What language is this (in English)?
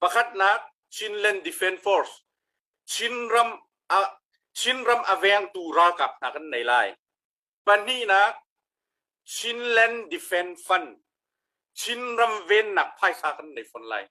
Hakha Chin